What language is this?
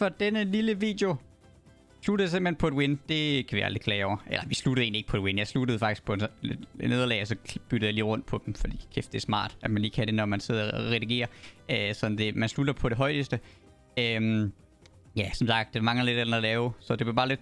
Danish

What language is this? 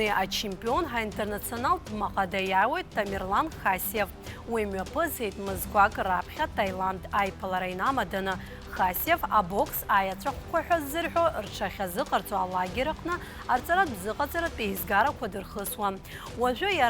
Abkhazian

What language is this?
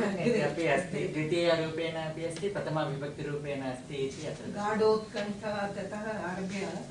Sanskrit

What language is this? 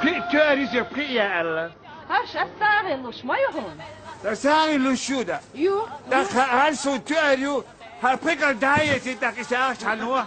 Chechen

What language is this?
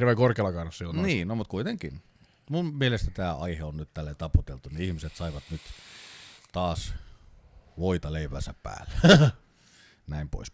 Finnish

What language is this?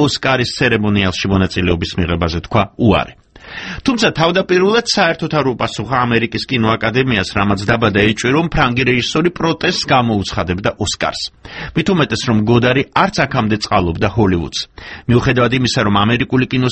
Georgian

